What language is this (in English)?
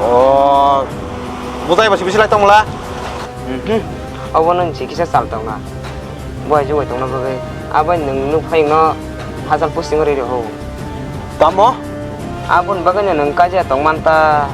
Kok Borok